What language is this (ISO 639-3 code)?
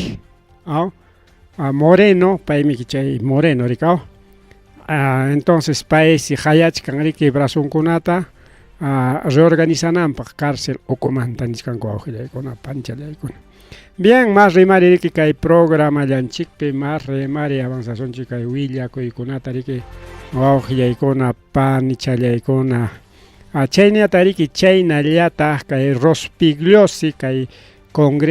quy